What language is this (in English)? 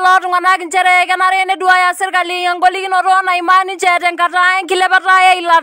Masai